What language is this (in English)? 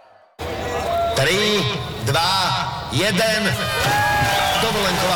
Slovak